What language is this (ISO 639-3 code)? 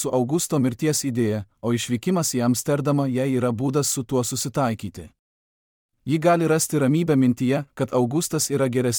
lit